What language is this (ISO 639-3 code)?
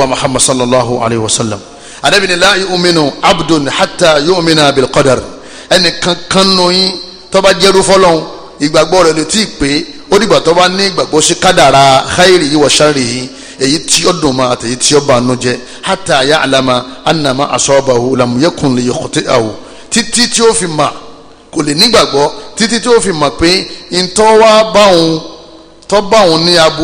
yor